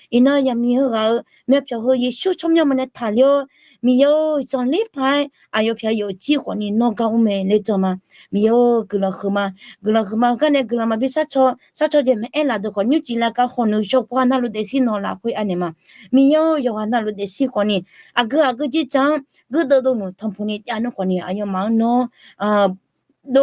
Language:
Akha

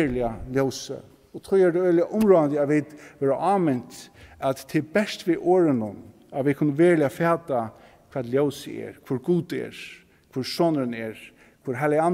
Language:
Faroese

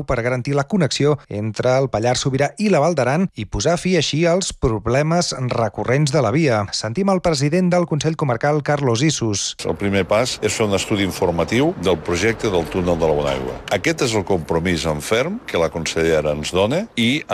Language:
Catalan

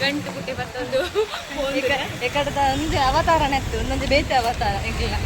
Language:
Tulu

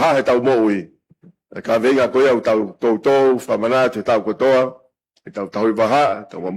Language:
Tongan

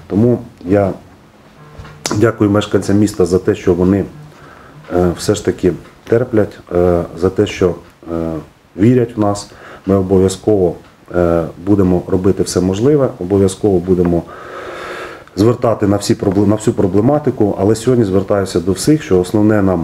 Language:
Ukrainian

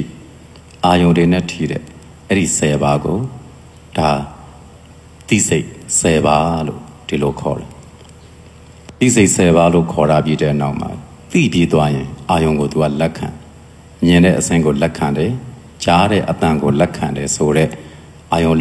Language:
Burmese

